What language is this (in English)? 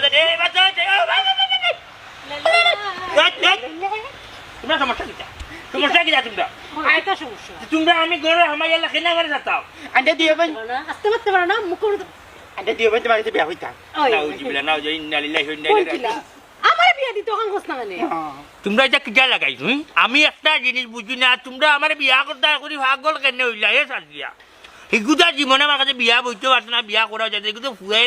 Sylheti